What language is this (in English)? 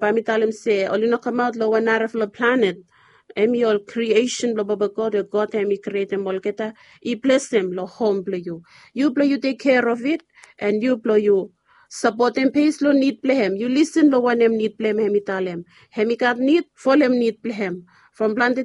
Bislama